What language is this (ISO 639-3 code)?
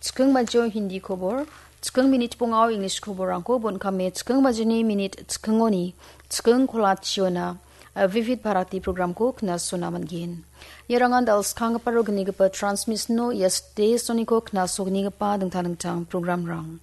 grt